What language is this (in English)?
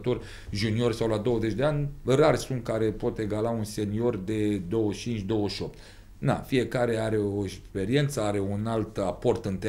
Romanian